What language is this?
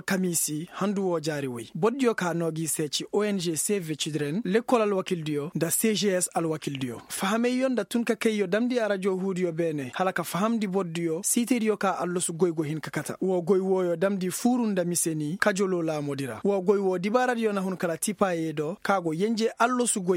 Koyraboro Senni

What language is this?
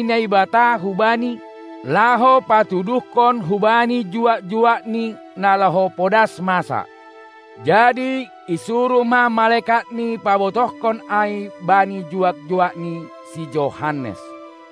Batak Simalungun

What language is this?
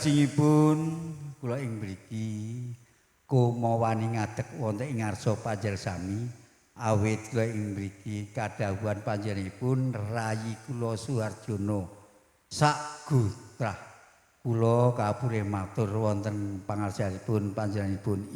Javanese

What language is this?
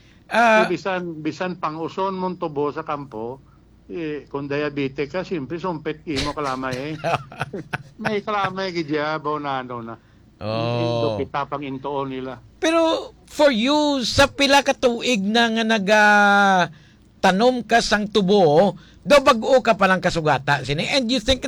Hiligaynon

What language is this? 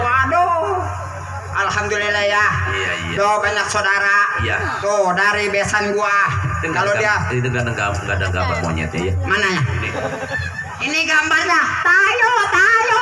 Betawi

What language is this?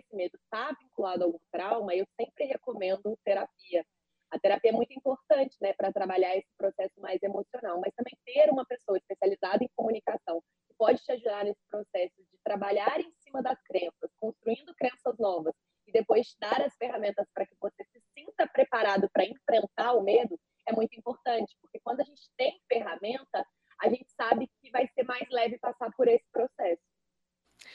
Portuguese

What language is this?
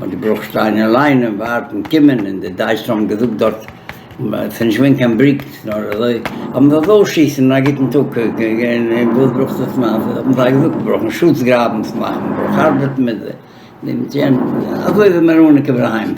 Yiddish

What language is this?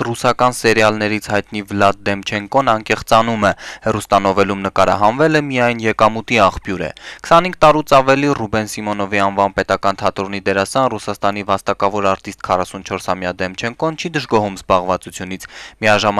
Armenian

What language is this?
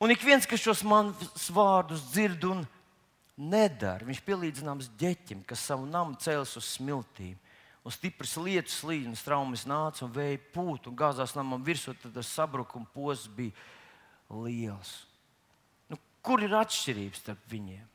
Latvian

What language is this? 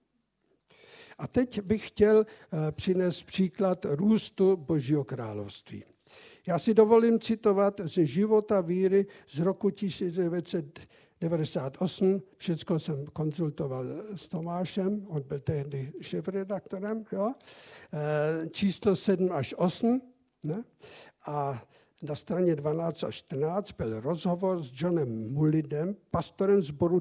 Czech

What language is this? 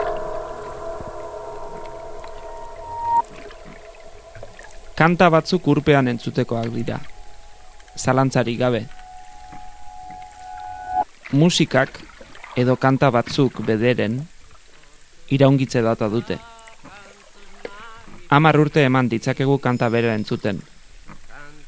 Basque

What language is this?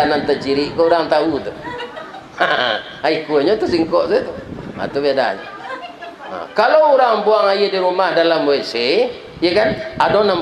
Minangkabau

